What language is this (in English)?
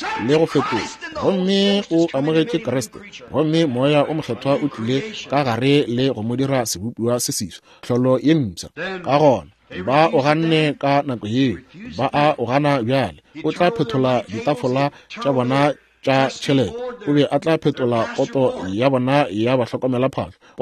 Northern Sotho